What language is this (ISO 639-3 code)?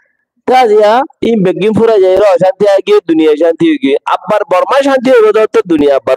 rhg